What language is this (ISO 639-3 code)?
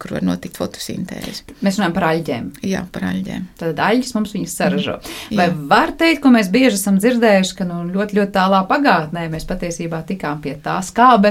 lav